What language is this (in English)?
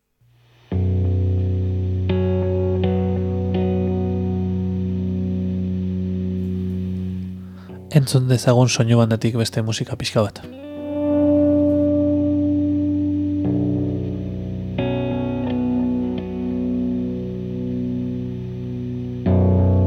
Basque